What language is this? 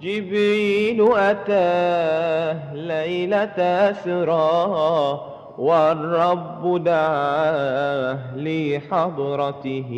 Madurese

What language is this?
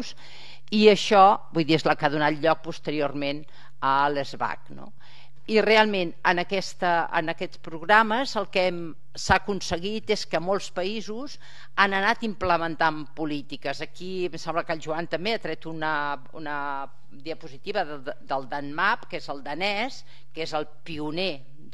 Catalan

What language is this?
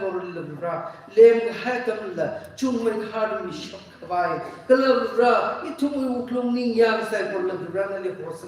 Tangkhul Naga (India)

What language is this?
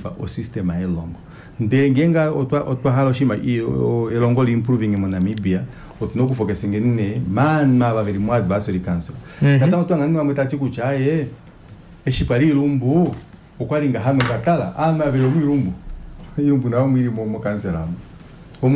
Kuanyama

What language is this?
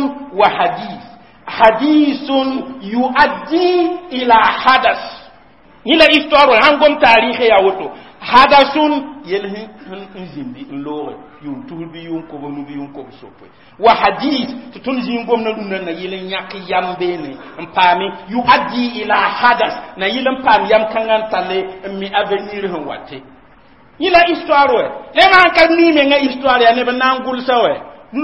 Mossi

